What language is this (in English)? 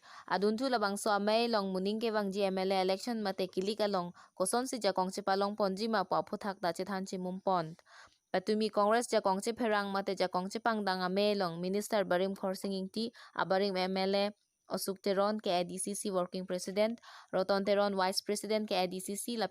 Karbi